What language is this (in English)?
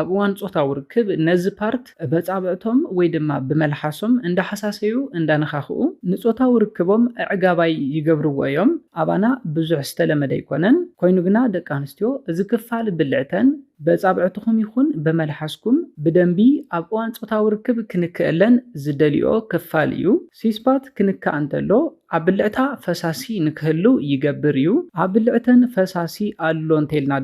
Tigrinya